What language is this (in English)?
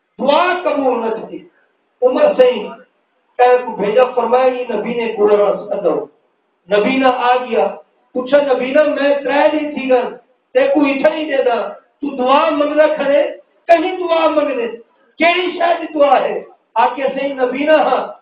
Saraiki